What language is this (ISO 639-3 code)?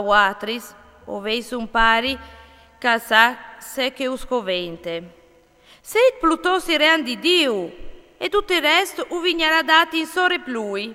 fur